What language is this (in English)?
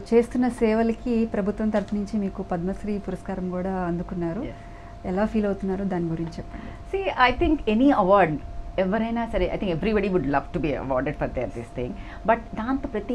Telugu